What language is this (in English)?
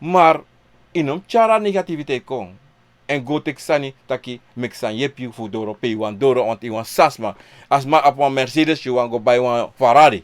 Sranan Tongo